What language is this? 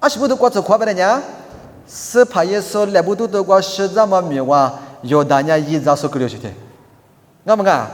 Lisu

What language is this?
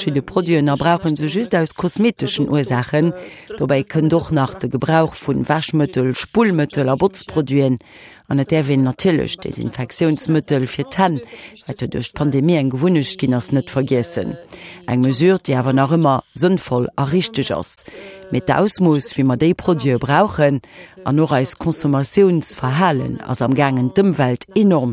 Luxembourgish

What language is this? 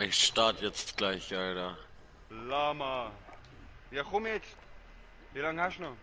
Swiss German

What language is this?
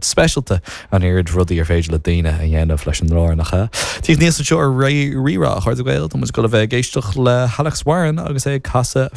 Irish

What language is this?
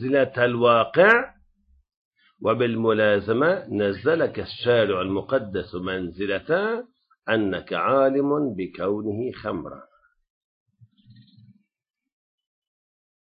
Arabic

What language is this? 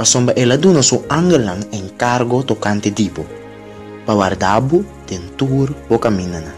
Papiamento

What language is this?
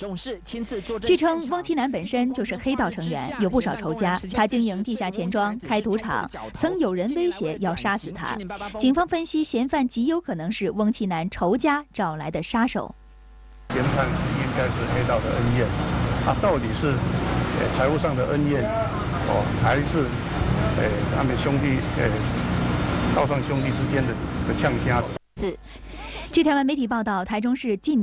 Chinese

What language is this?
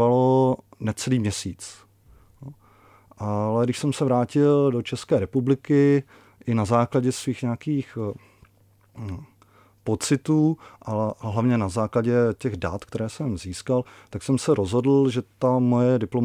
Czech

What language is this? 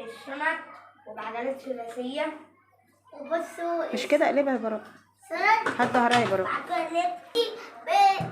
Egyptian Arabic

